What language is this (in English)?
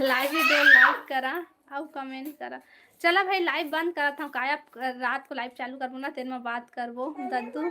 Chhattisgarhi